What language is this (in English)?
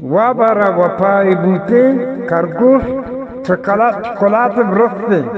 Eastern Balochi